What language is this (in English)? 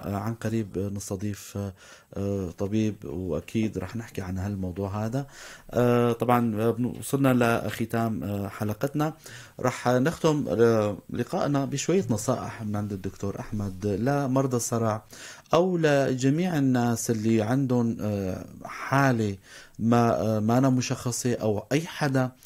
North Levantine Arabic